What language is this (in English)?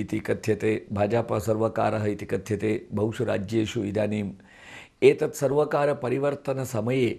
Sanskrit